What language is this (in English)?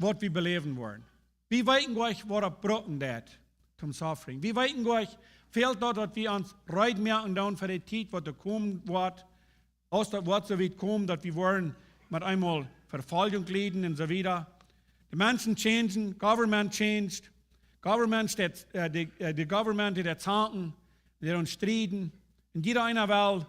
Plautdietsch